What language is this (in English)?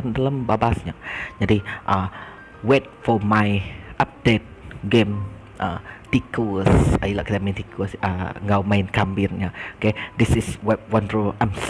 Iban